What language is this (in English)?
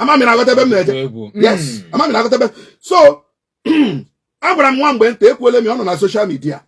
Igbo